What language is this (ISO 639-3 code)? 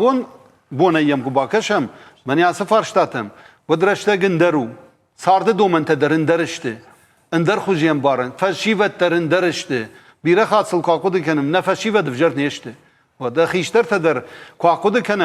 oss